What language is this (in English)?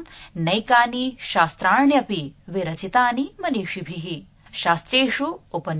Sanskrit